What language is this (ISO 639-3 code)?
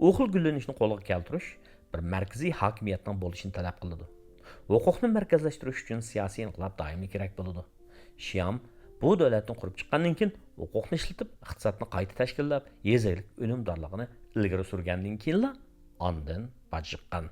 uig